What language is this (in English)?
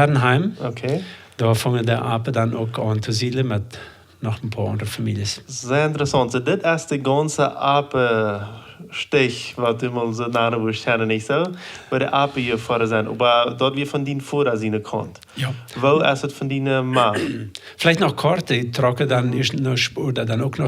Plautdietsch